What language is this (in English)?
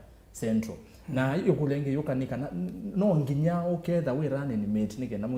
Kamba